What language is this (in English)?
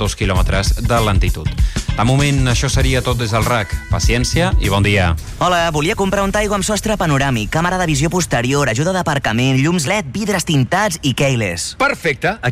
Catalan